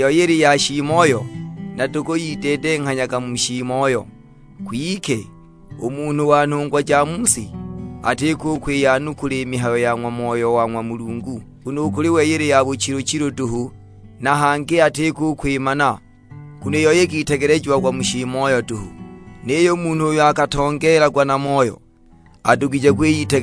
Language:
Sukuma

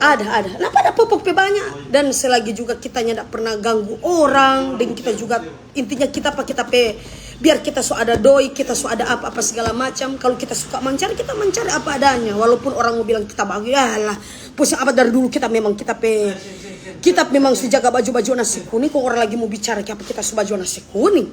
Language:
Manado Malay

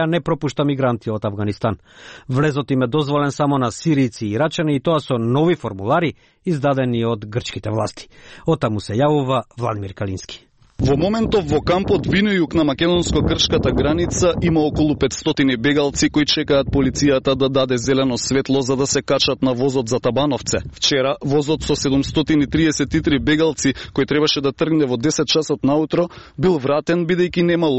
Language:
Macedonian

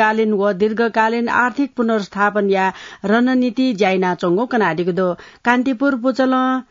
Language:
Newari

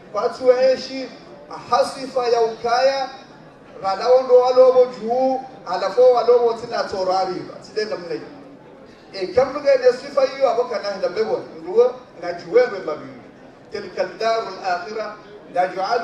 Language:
Swahili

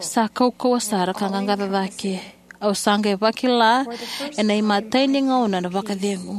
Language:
Fijian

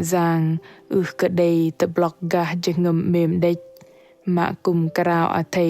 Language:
Bahnar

